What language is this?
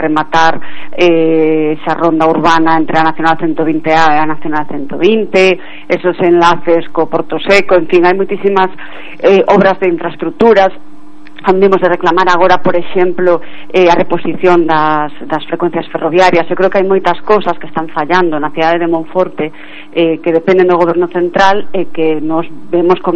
Galician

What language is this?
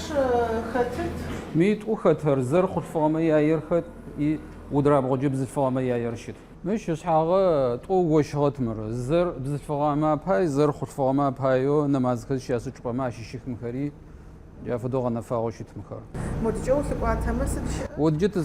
Adyghe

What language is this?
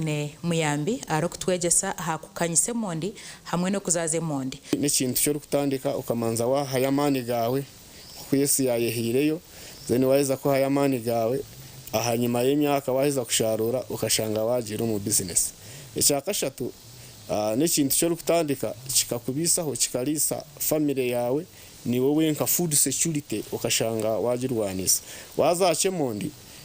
Nyankole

